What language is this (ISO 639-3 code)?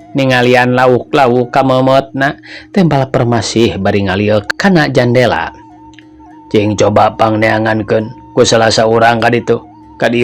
sun